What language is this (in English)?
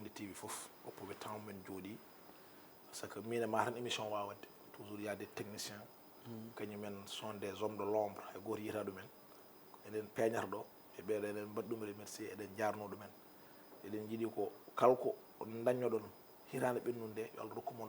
Fula